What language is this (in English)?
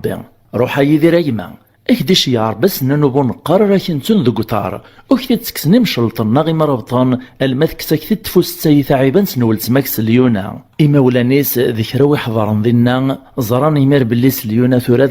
Kabyle